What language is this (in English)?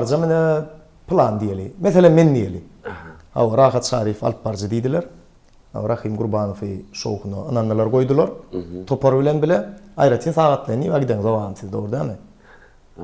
Turkmen